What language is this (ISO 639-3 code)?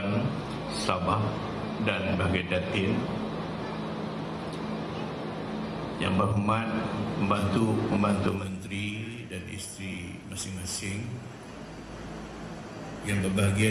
msa